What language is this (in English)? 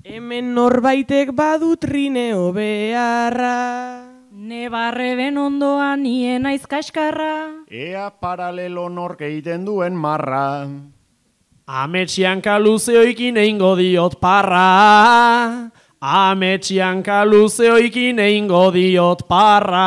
Basque